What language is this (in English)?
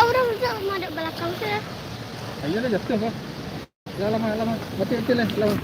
Minangkabau